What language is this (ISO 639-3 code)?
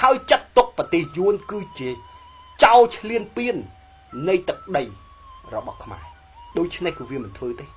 khm